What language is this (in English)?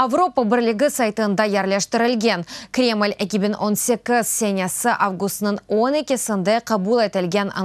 Crimean Tatar